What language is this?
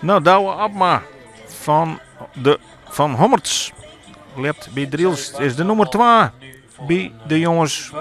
Western Frisian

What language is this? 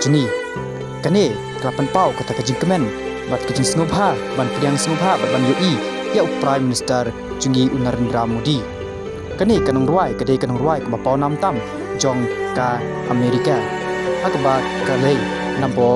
Khasi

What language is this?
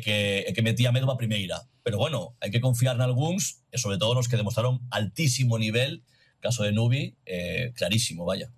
Galician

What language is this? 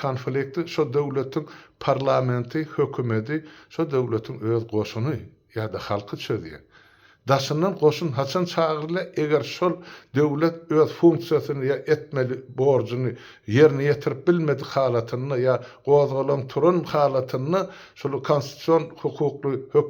Turkmen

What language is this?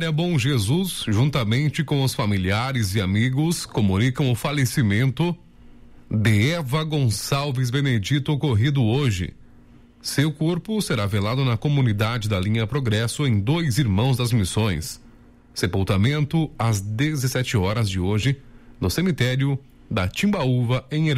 Portuguese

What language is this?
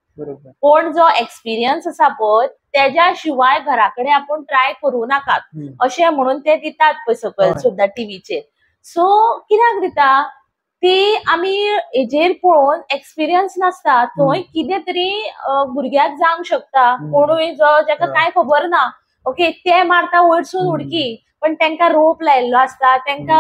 Konkani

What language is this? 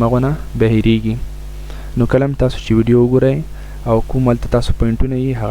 Pashto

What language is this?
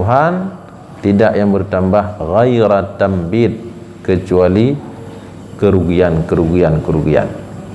Achinese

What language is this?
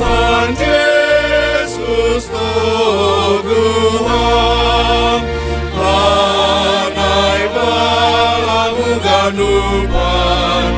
Batak Simalungun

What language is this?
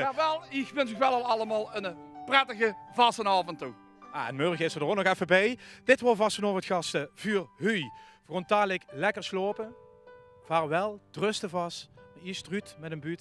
Limburgish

